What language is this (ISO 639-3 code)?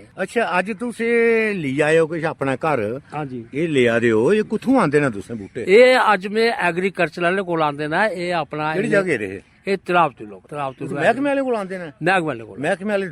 doi